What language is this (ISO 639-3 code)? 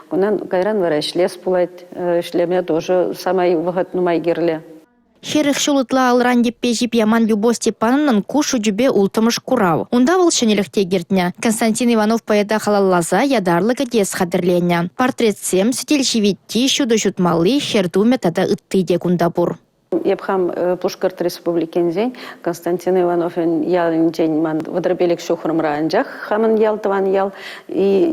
chv